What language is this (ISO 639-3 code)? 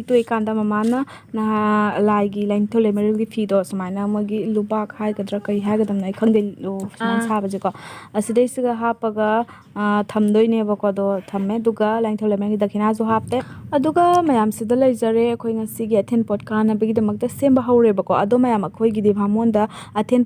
mni